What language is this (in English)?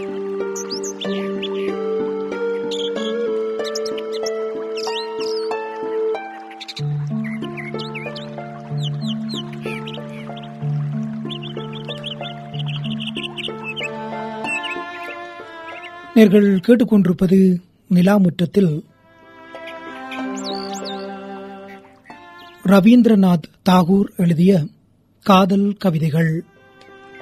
Tamil